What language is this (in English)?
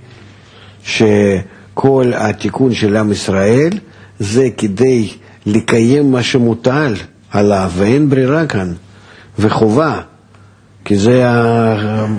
Hebrew